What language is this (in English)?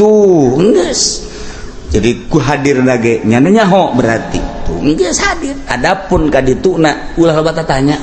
Sundanese